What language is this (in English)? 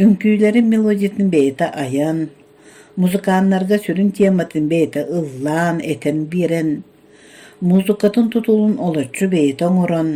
Yakut